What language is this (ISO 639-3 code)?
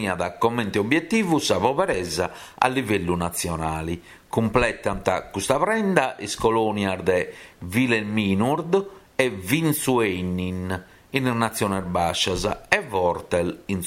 srd